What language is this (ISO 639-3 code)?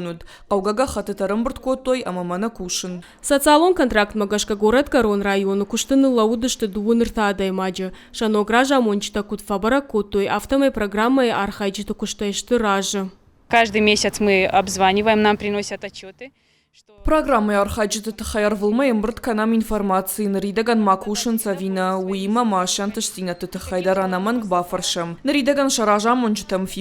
oss